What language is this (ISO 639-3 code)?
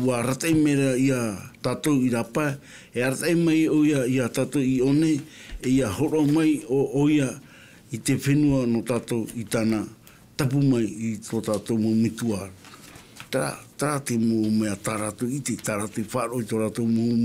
tah